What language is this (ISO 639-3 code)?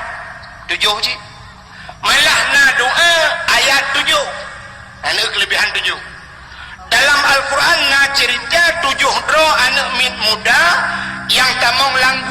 ace